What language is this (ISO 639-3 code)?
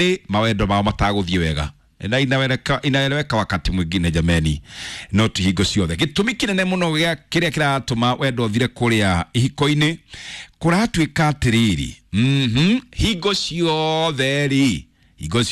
kik